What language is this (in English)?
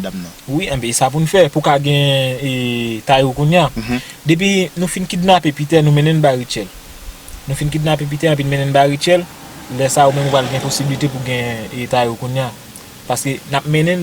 Haitian Creole